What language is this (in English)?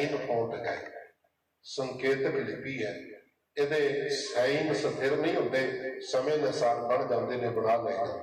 Punjabi